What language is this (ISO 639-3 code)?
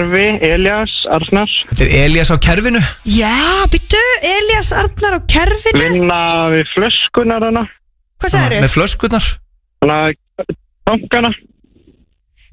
isl